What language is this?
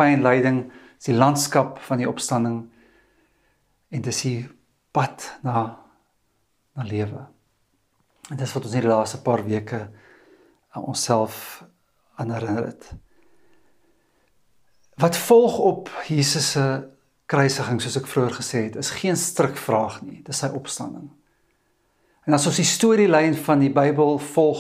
Afrikaans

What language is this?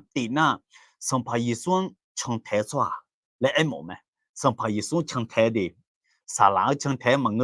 Akha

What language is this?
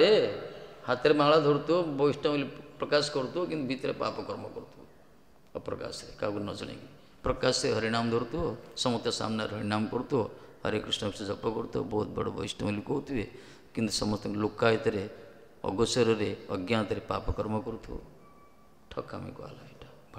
Odia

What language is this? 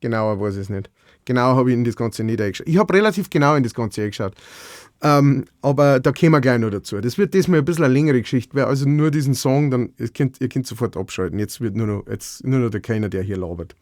Bavarian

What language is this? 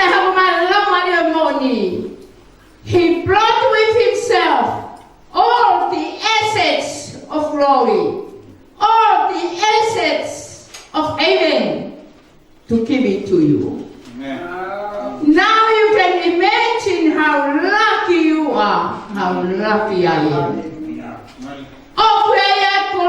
Tongan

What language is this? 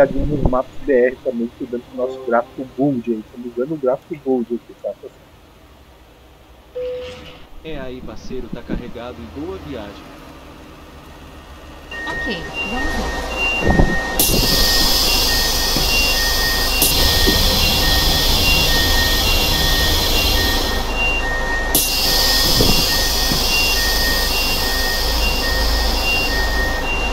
Portuguese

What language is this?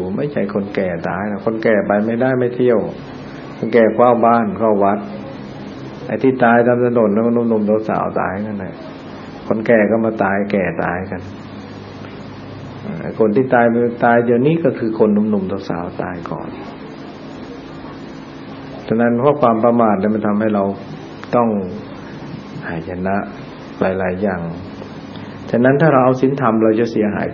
Thai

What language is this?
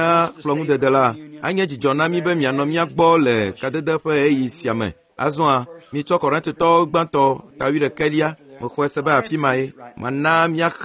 Ewe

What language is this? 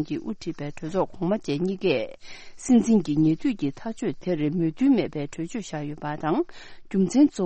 Tibetan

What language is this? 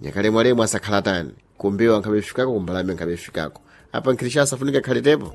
Sena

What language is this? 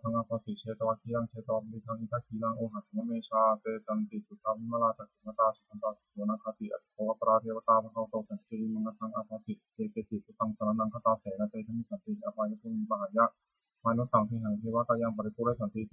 Pali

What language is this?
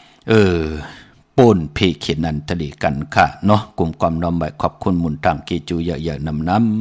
Shan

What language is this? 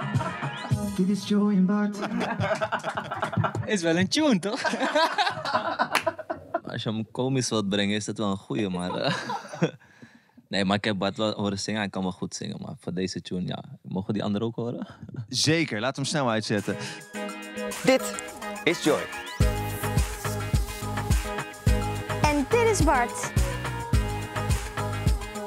Dutch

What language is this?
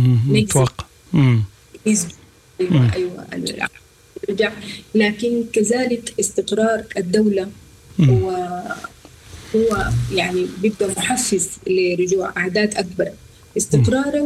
Sudanese Arabic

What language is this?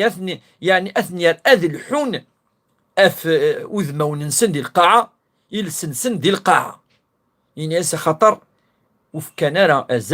Kabyle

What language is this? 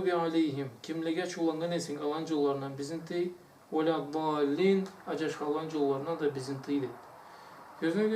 Karachay-Balkar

